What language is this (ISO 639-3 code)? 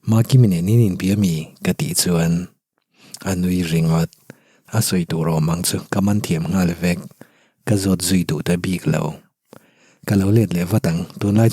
lus